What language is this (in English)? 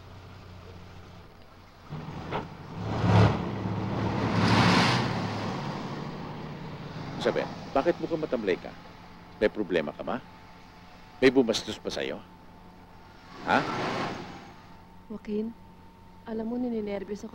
Filipino